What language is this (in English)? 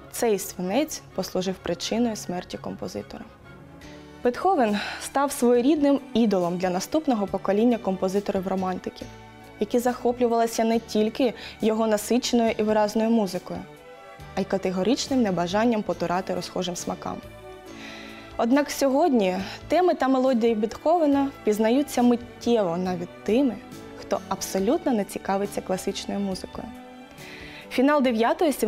Ukrainian